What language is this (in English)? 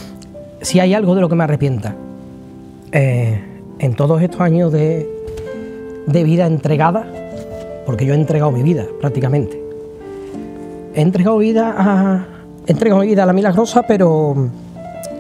Spanish